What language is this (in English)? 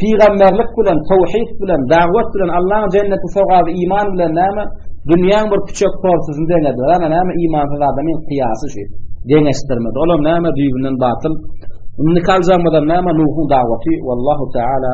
Turkmen